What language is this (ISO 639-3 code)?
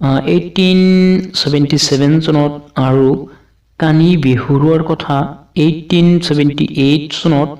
asm